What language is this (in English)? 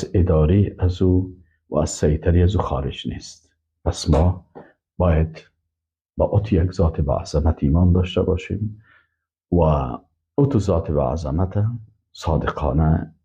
Persian